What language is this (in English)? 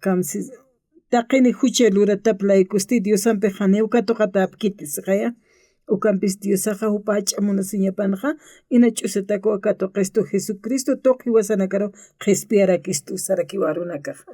Aymara